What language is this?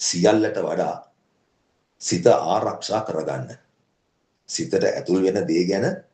Sinhala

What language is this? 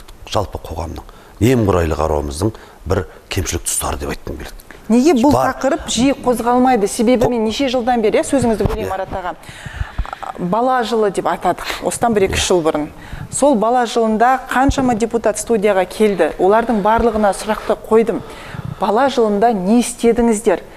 Kazakh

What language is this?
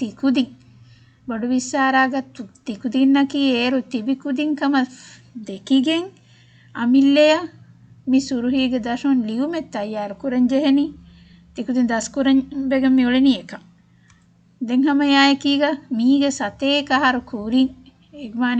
Divehi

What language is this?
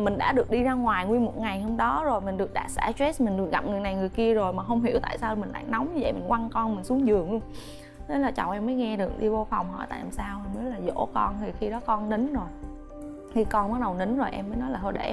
Vietnamese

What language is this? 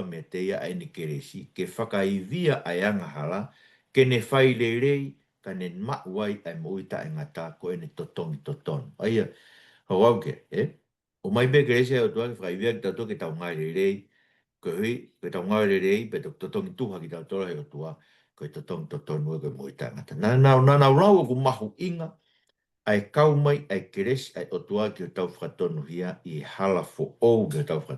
Tongan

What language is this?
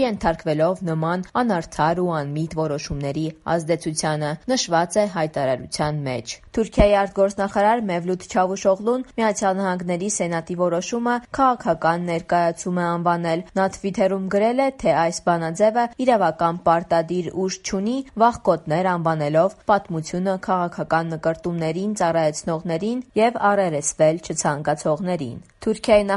Armenian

